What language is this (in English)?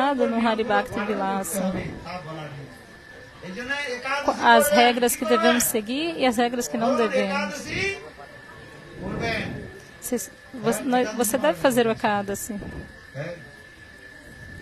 Portuguese